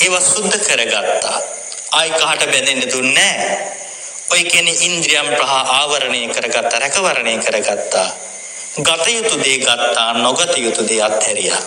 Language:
Sinhala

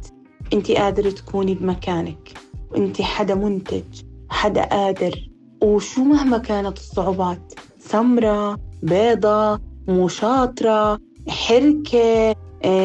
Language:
North Levantine Arabic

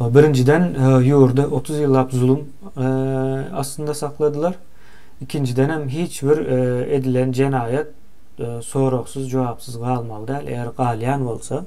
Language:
Turkmen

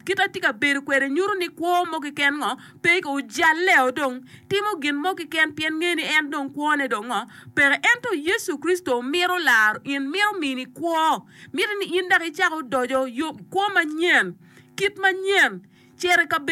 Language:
Acoli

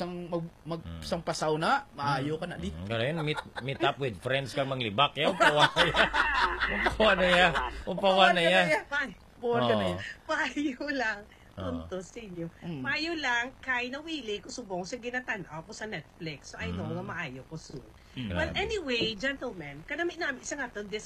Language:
Hiligaynon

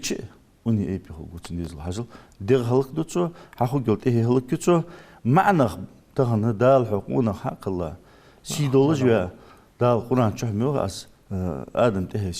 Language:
Ingush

